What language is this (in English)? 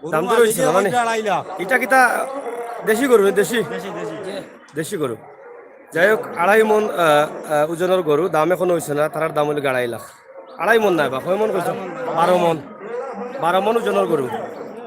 Sylheti